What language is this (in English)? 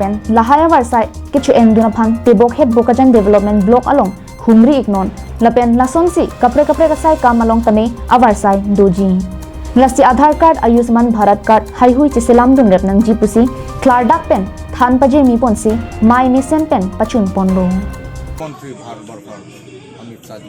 Karbi